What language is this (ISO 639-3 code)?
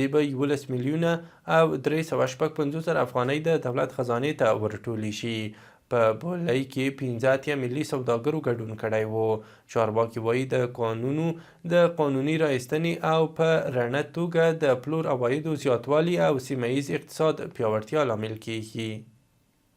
pus